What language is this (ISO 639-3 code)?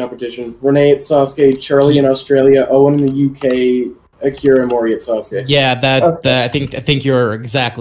eng